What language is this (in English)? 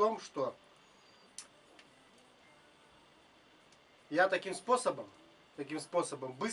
Russian